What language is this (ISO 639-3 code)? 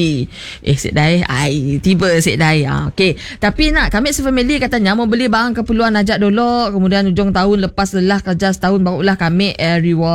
msa